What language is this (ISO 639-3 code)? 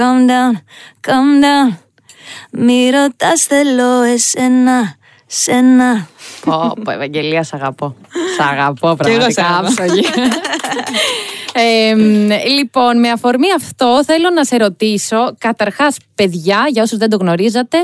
ell